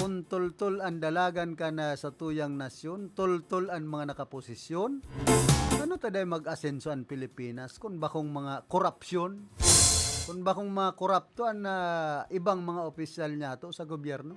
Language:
Bikol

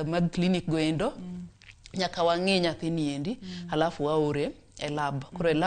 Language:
Luo (Kenya and Tanzania)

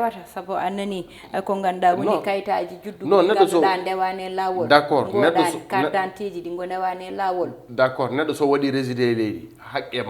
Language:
Fula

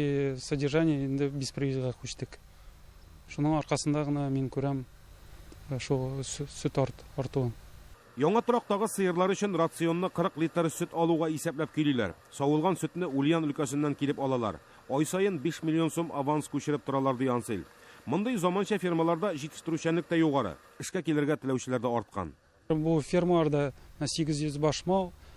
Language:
Tatar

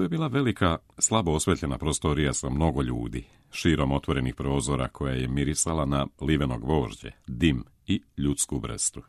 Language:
Serbian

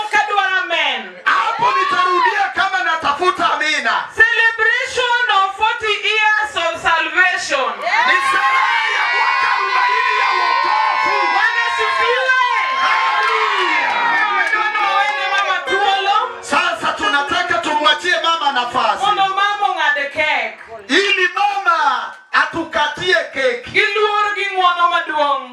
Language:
Luo (Kenya and Tanzania)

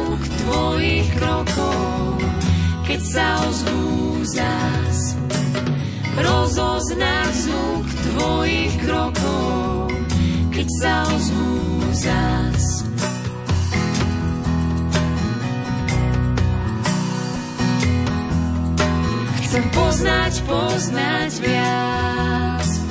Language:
Slovak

